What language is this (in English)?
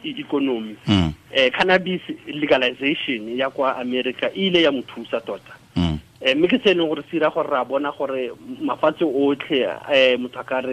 Tswana